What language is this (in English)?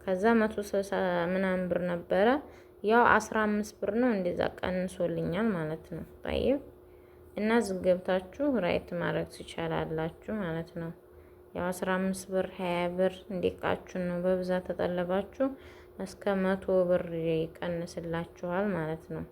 Amharic